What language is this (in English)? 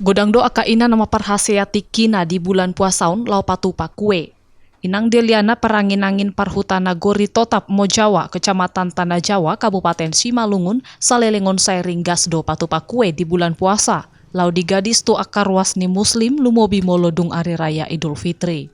Batak Toba